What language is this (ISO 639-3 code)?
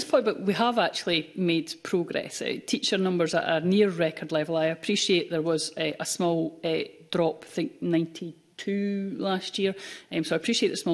eng